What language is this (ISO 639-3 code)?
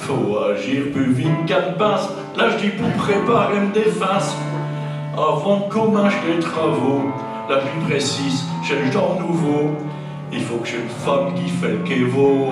pcd